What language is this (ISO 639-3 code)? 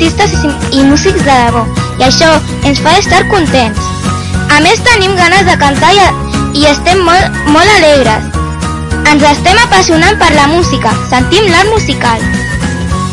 cat